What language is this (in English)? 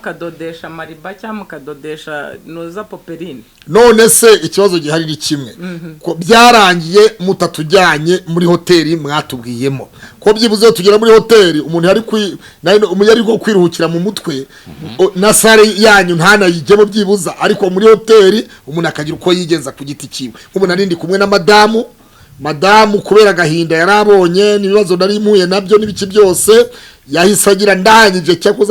Kinyarwanda